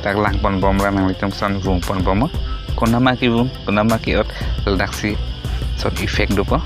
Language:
Karbi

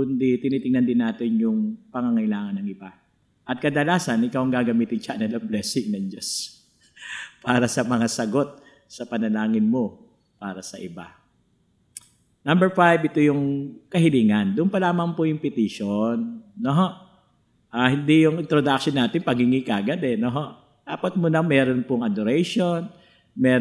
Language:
Filipino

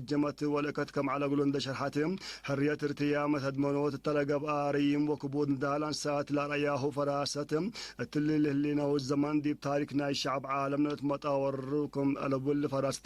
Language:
Tigre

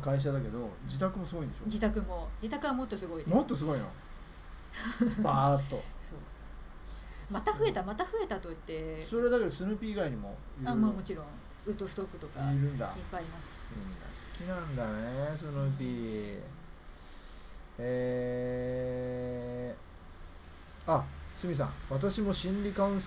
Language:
Japanese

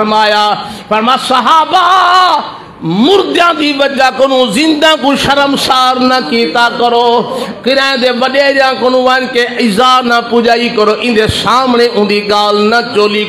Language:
Saraiki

